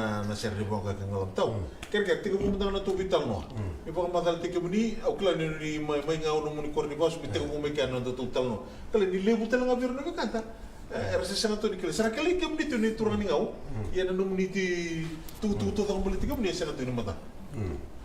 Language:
Fijian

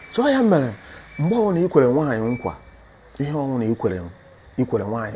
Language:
Igbo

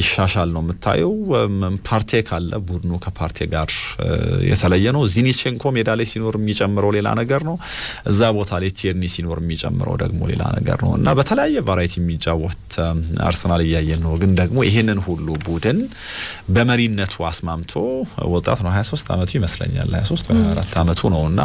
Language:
Amharic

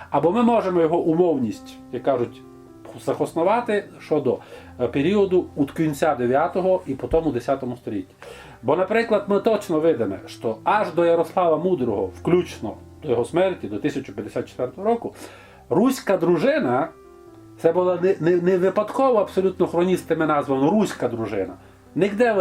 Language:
Rusyn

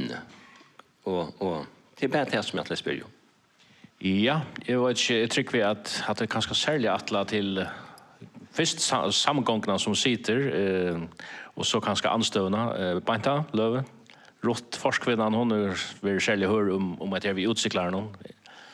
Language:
Faroese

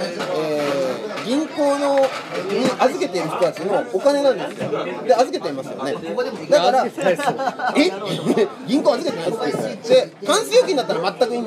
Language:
Japanese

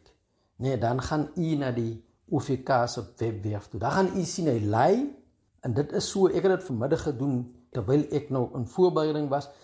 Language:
Afrikaans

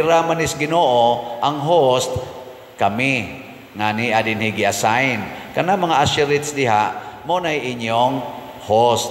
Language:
Cebuano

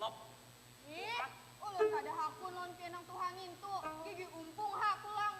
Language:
Banjar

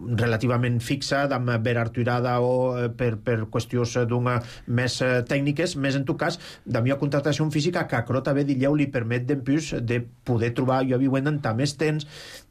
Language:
Catalan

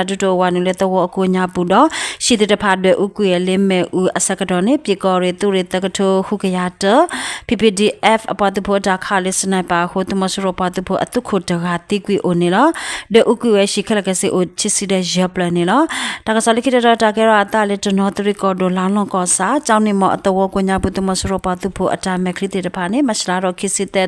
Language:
S'gaw Karen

